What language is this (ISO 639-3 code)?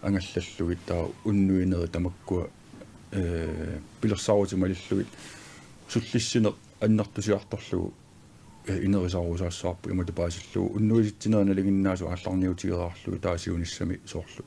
kal